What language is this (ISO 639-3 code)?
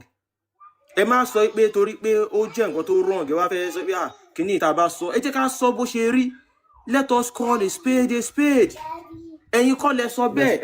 yor